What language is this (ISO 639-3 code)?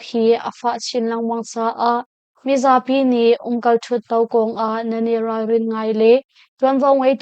cnh